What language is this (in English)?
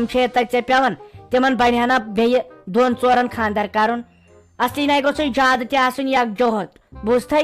Kashmiri